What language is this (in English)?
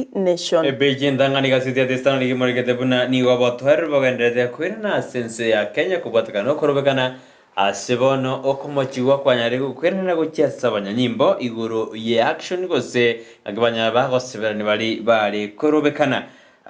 Gusii